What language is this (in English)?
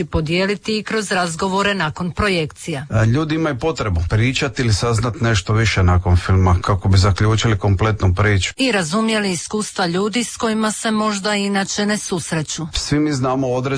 Croatian